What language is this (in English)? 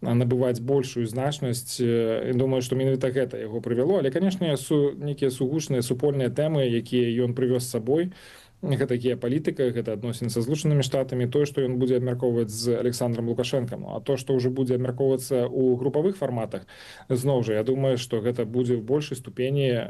Belarusian